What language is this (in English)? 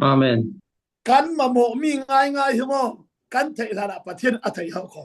Falam Chin